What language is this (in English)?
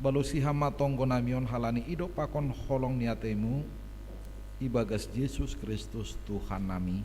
Batak Simalungun